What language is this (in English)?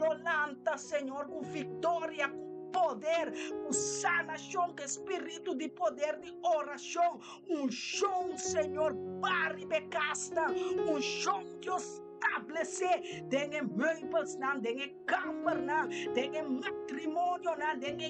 Papiamento